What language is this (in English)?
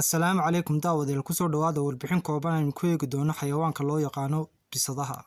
Somali